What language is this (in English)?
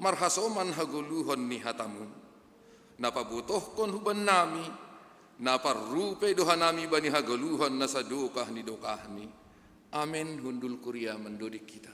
Batak Simalungun